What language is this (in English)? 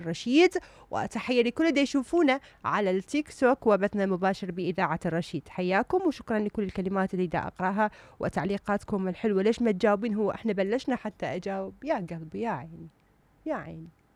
Mesopotamian Arabic